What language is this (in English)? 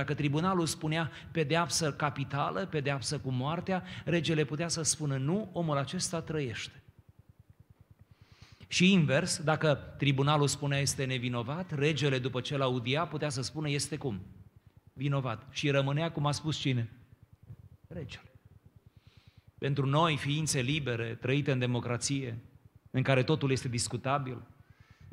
Romanian